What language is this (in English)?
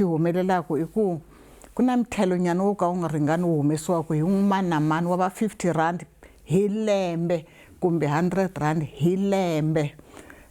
Tsonga